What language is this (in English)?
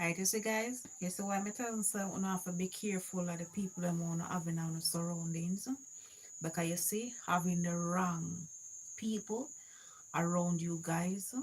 Jamaican Creole English